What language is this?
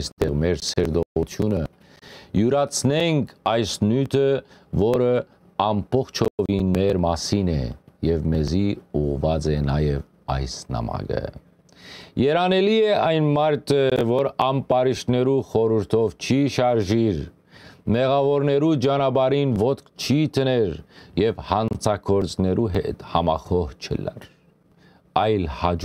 Western Armenian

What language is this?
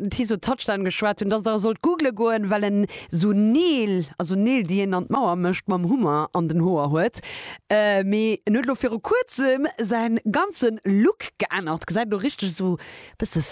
Luxembourgish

